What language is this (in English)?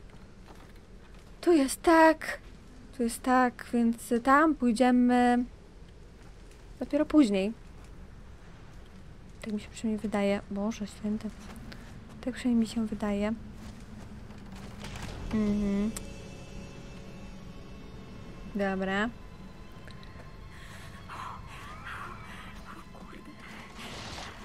Polish